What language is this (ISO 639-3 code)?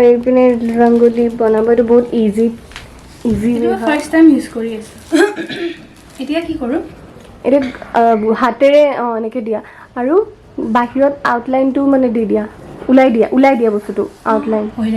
asm